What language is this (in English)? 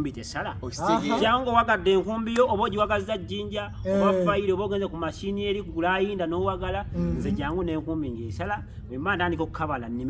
Ganda